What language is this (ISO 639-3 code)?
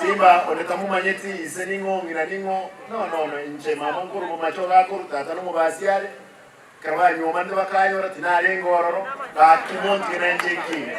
guz